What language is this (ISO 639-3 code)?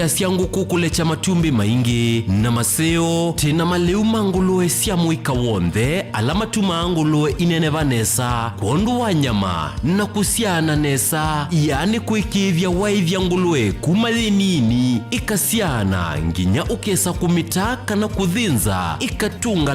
kam